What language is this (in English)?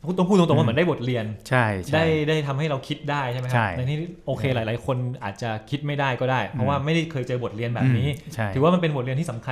Thai